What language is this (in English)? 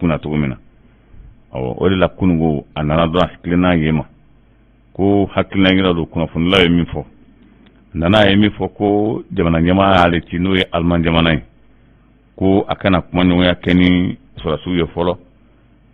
Bambara